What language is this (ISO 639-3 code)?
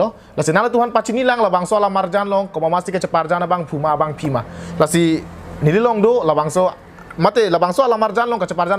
mjw